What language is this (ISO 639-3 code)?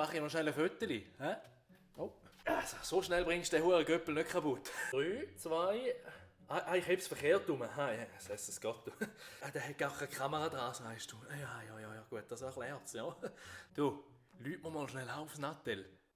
gsw